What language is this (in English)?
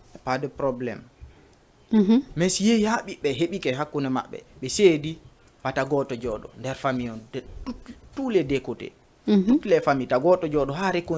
Fula